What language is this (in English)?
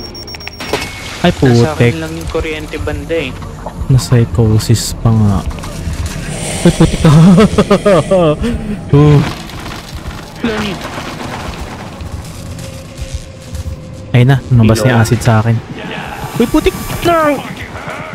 Filipino